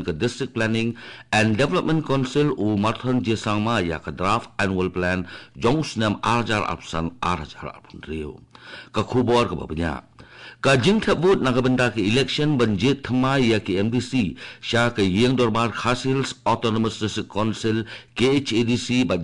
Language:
Khasi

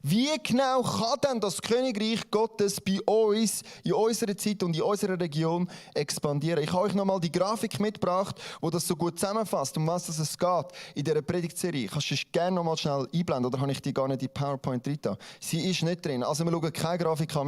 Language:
Swiss German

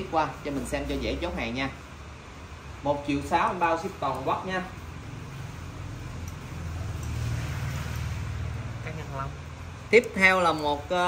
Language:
Vietnamese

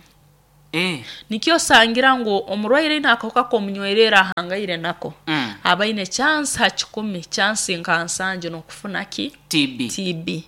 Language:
Nyoro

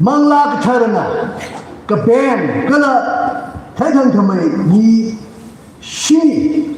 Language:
Tangkhul Naga (India)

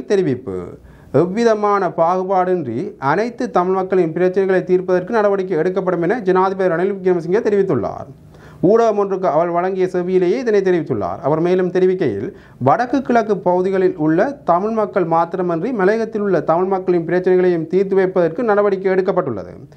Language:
Tamil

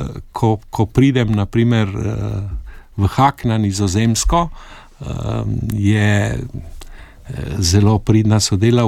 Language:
Slovenian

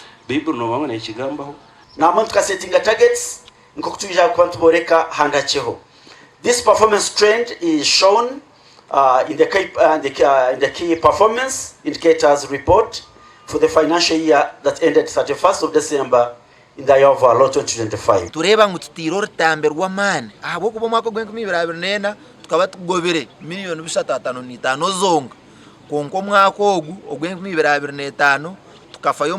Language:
Nyankole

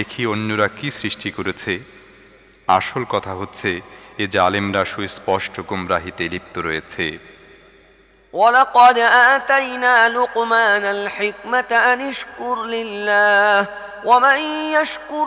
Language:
Bangla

